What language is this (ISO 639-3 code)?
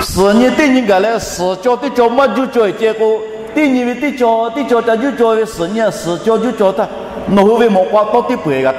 lhu